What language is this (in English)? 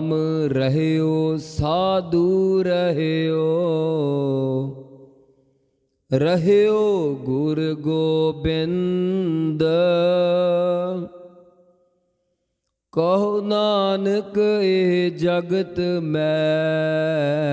Punjabi